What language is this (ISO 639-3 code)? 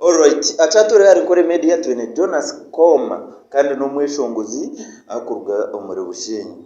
nyn